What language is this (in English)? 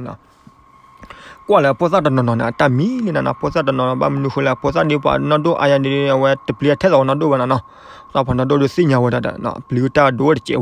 S'gaw Karen